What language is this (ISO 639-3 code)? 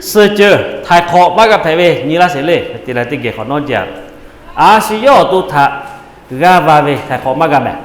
lhu